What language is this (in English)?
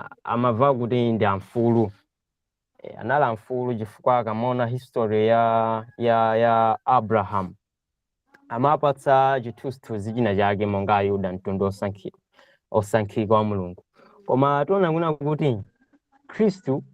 Nyanja